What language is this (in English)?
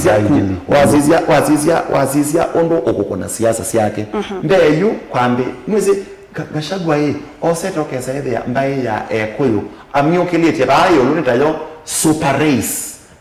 Kamba